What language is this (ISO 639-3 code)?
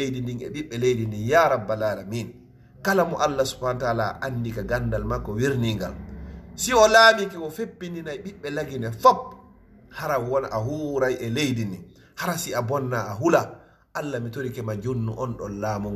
ful